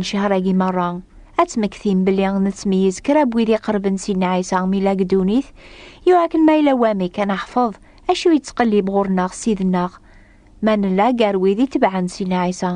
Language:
Kabyle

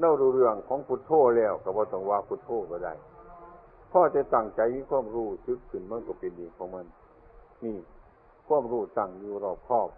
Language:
Northeastern Thai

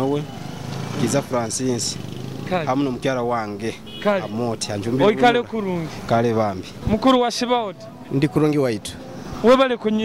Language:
Nyoro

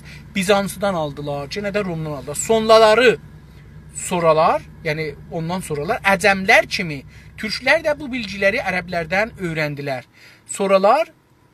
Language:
South Azerbaijani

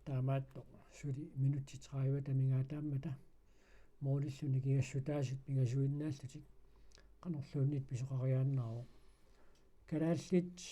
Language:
Kalaallisut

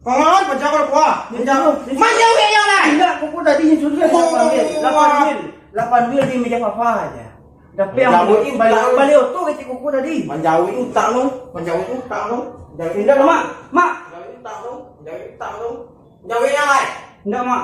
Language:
Minangkabau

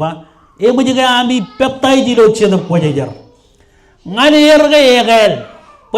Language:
Marshallese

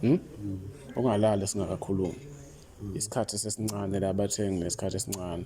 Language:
Zulu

